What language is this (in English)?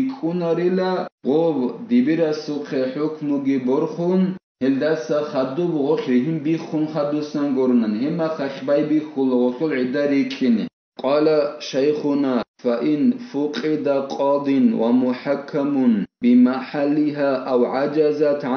Avaric